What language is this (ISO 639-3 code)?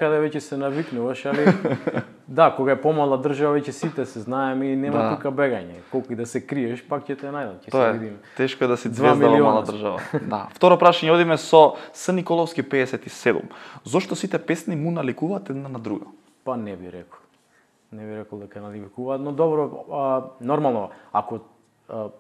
mkd